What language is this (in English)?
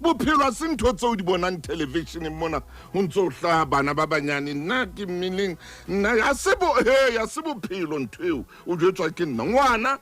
Southern Sotho